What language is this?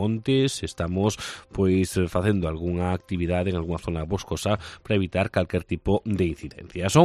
Galician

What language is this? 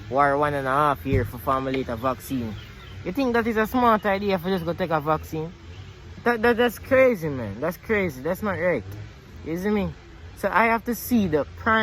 Jamaican Creole English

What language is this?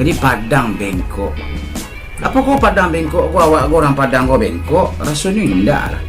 Minangkabau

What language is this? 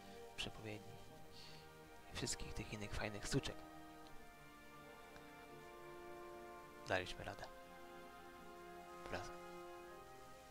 Polish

